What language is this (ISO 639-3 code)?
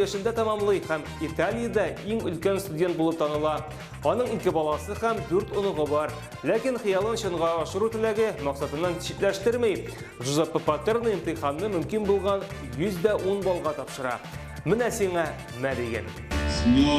tat